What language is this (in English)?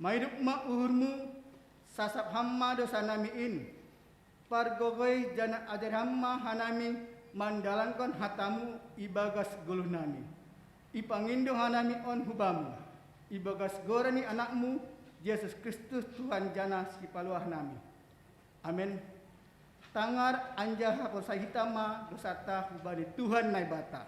Batak Simalungun